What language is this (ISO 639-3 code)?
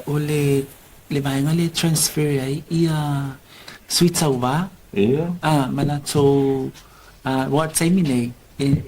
smo